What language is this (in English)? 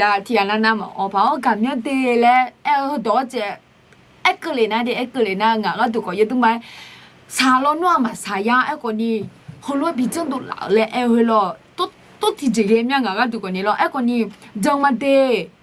Akha